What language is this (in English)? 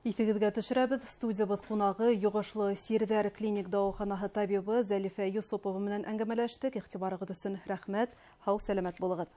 Bashkir